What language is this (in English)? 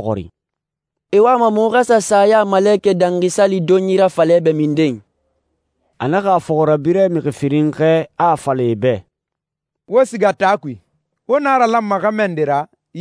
Susu